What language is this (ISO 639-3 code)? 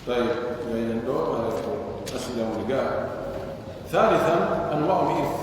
fuf